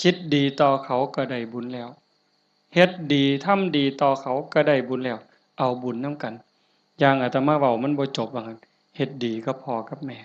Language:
Northeastern Thai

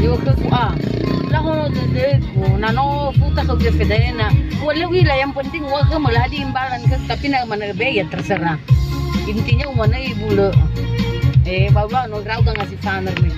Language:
Nias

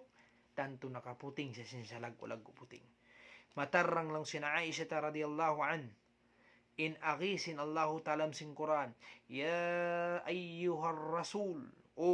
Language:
Tausug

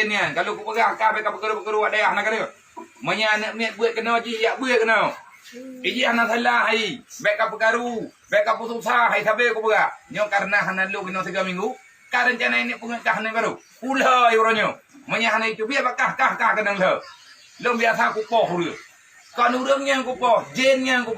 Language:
Achinese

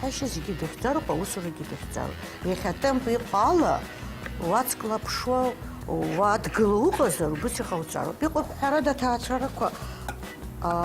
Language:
Abkhazian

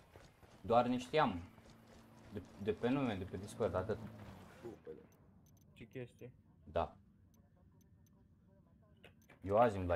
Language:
Romanian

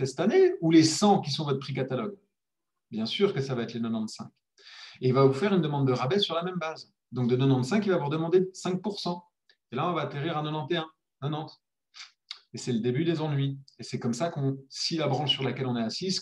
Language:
French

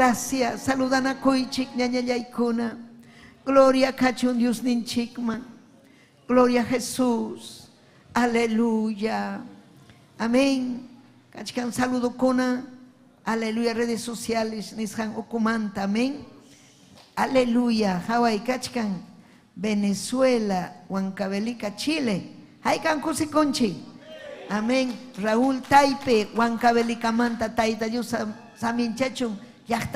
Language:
Ayacucho Quechua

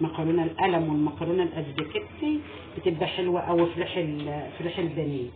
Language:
Egyptian Arabic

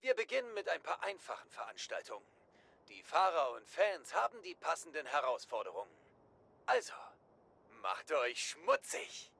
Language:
Bavarian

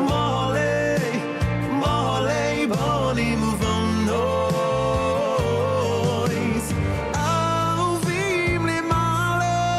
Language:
Yiddish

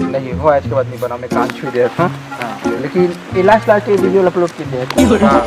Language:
Chhattisgarhi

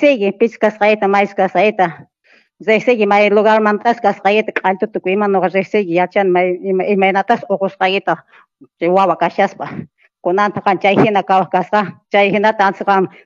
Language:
Quechua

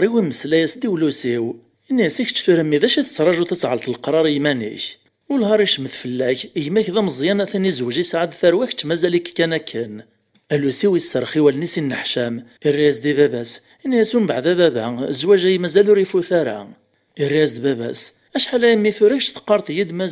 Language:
Kabyle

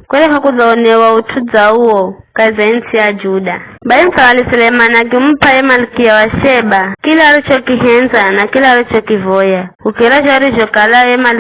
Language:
Giryama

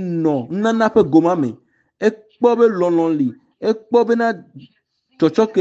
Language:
Ewe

